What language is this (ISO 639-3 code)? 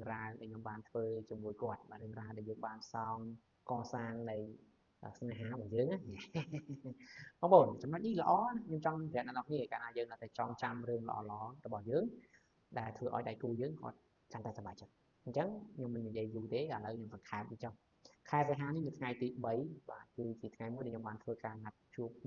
khm